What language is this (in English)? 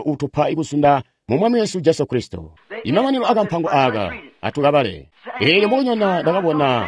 Tonga (Zambia)